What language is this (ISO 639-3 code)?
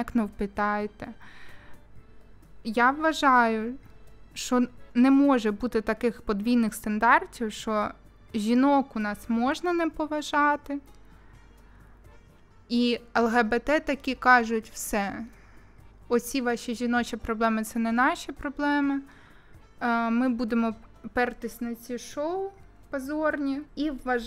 ukr